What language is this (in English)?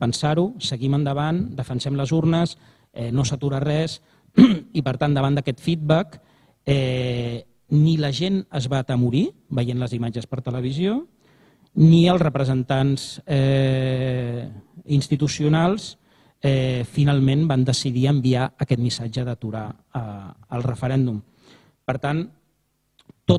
Catalan